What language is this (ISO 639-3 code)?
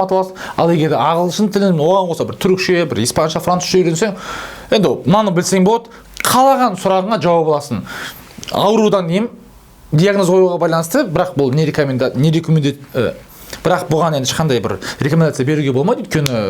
kaz